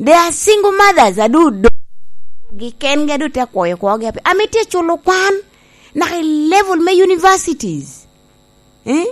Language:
Lango (Uganda)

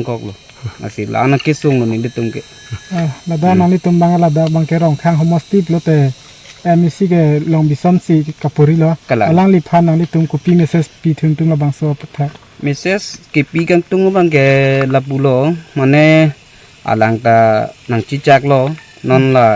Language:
Karbi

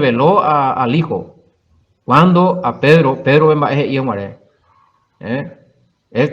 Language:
Guarani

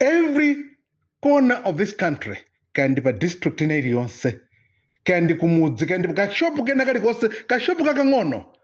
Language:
Nyanja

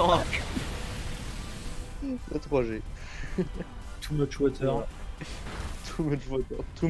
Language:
French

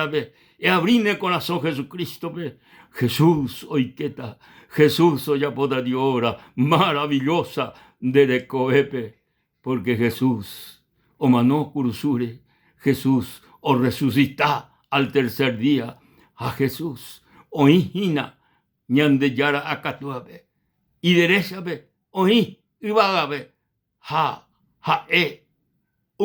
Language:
Guarani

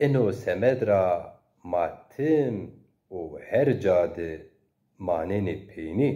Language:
Zaza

